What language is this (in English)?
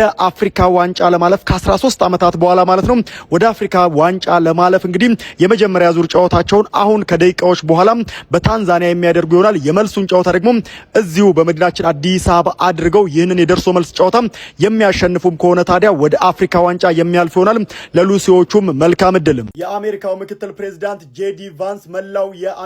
Amharic